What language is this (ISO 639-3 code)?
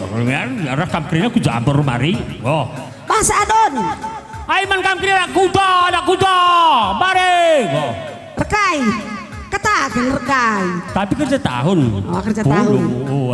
btx